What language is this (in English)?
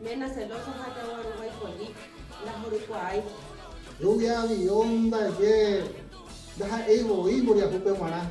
Guarani